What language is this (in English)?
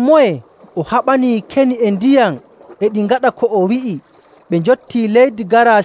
Nigerian Fulfulde